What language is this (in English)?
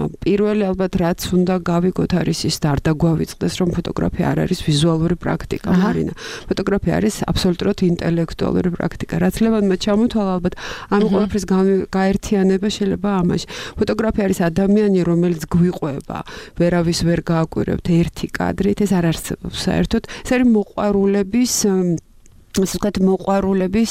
Georgian